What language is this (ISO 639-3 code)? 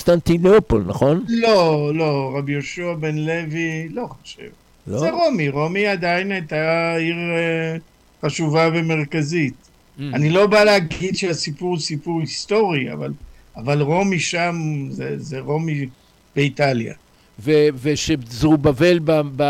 heb